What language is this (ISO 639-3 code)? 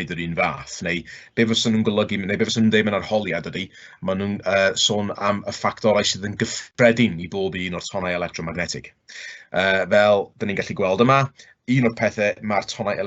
cym